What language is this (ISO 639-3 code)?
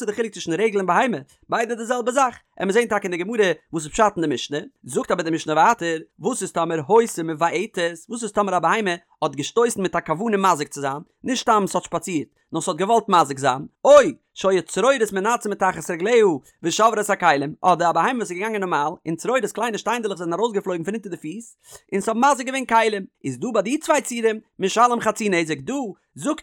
yid